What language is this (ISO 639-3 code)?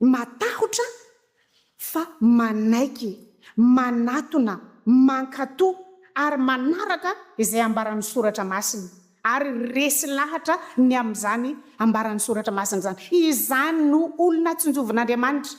mlg